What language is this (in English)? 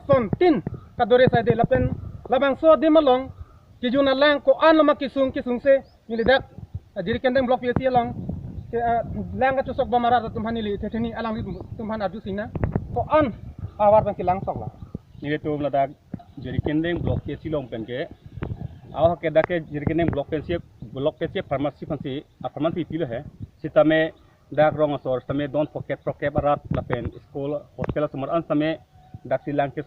Karbi